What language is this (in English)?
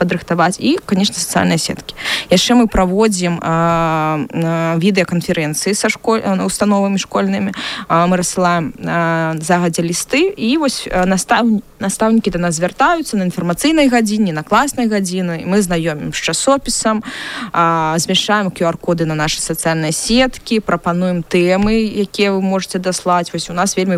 Belarusian